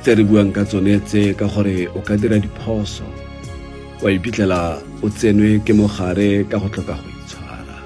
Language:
Tswana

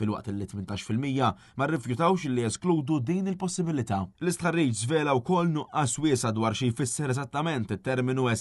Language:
Maltese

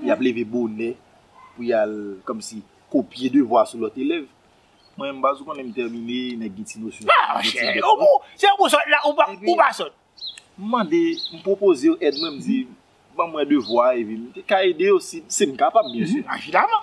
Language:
Haitian Creole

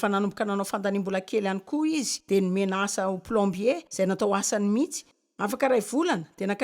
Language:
Malagasy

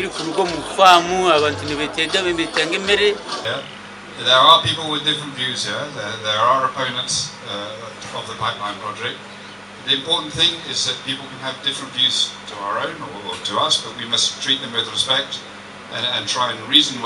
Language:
Nyankole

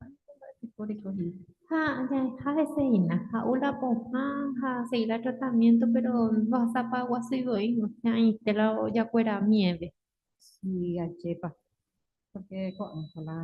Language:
Guarani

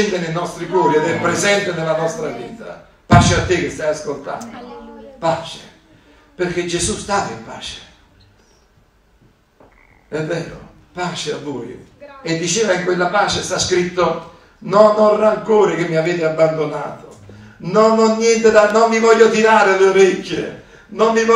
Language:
Italian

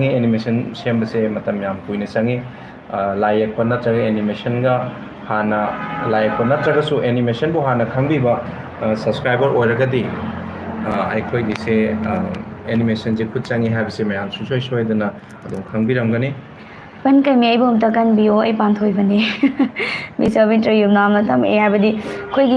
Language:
Manipuri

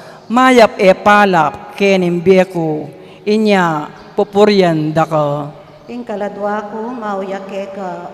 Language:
Pampanga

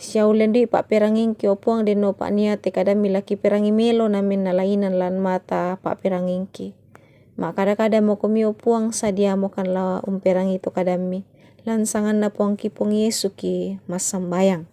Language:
Toraja-Sa'dan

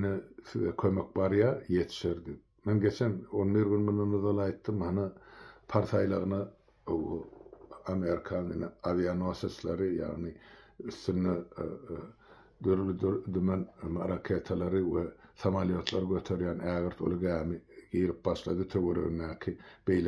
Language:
Turkmen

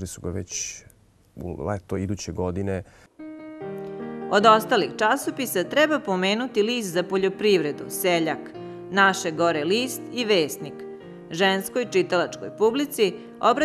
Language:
Serbian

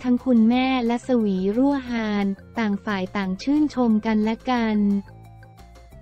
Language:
Thai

